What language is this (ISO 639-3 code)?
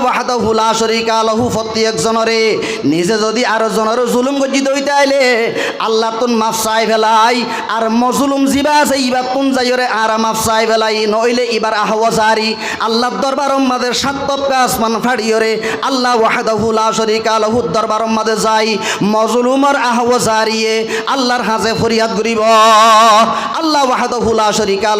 rhg